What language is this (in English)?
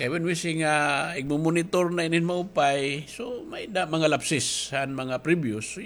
Waray